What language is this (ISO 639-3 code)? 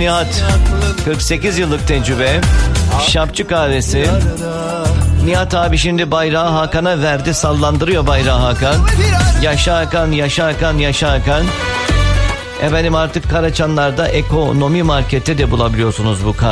tur